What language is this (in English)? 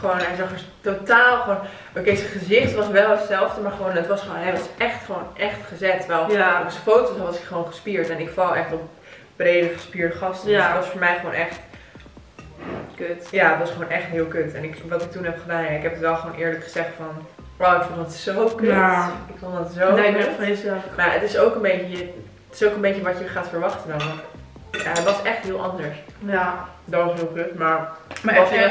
Dutch